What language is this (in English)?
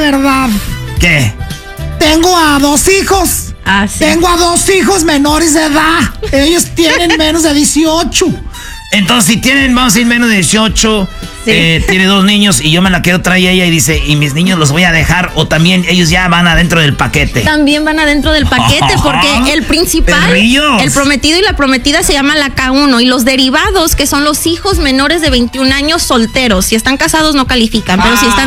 Spanish